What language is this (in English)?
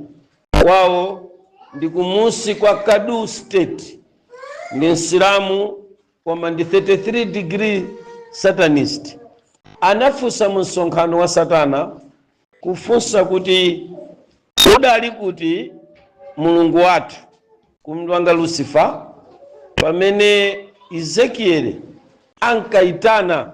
Nyanja